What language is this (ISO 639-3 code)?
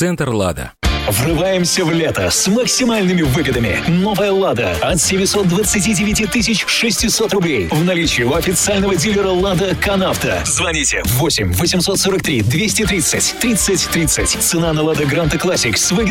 rus